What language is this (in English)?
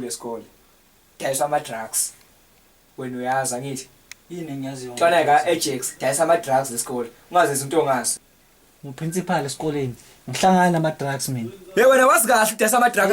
Zulu